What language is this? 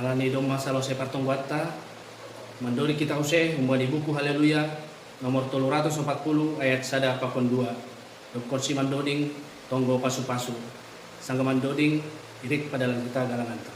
Batak Simalungun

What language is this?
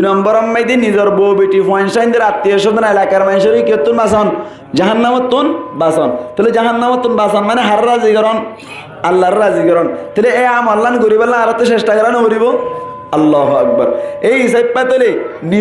Rohingya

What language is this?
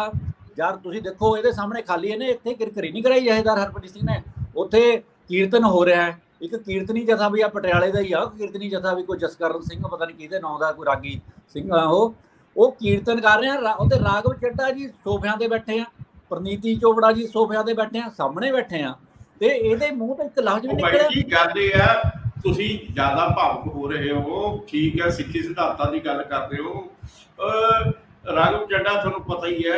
Punjabi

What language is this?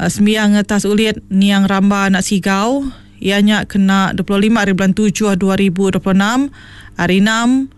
Iban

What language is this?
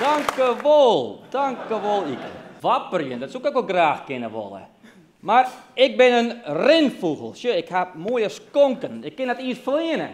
Western Frisian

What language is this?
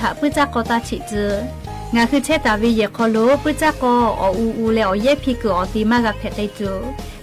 Lahu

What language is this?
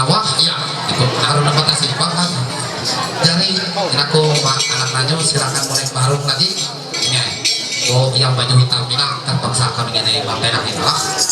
Ma'anyan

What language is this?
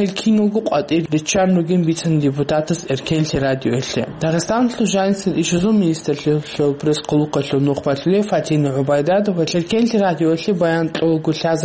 Avaric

